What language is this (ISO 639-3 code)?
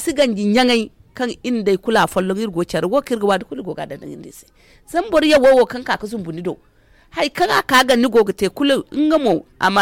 dje